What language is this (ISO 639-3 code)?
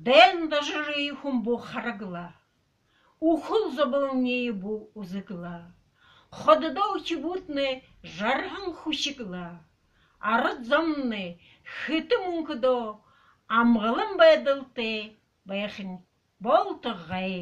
bua